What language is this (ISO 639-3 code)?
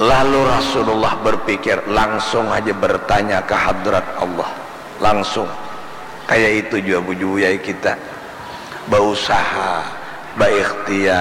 bjn